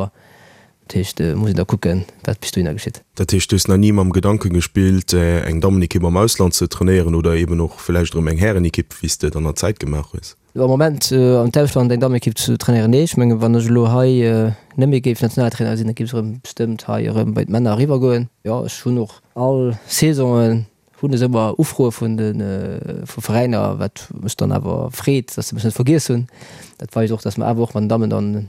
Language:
Luxembourgish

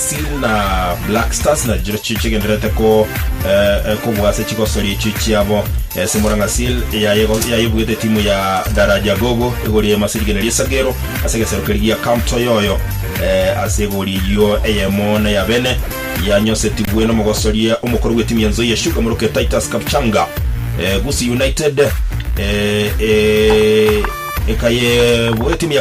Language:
Gusii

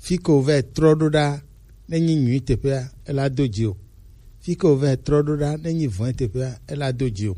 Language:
Gen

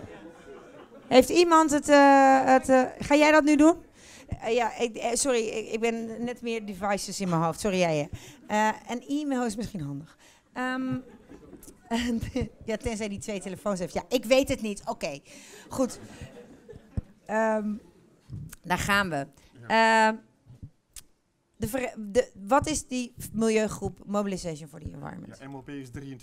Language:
Dutch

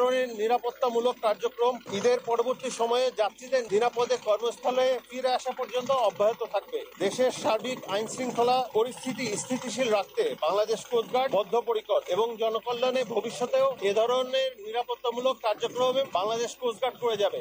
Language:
Bangla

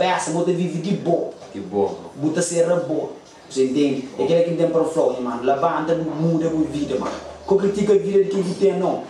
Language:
Kabuverdianu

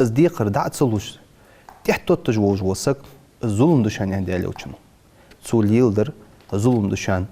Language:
Ingush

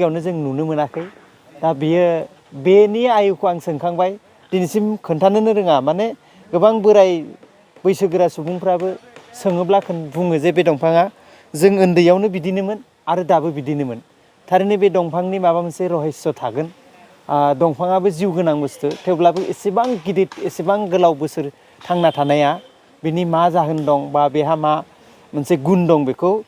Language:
Bodo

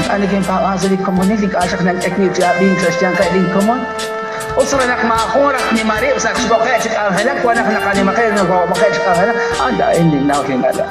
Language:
Kekchí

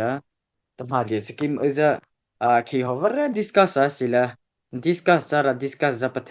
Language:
Mara Chin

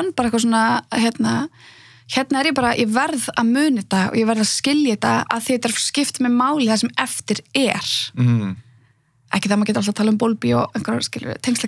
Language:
Icelandic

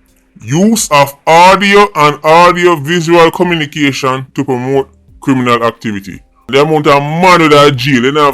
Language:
Jamaican Creole English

